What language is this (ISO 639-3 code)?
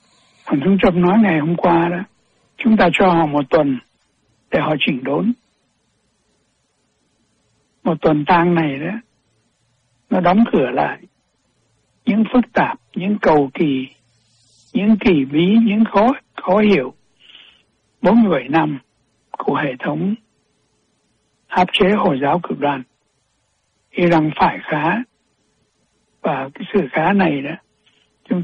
vie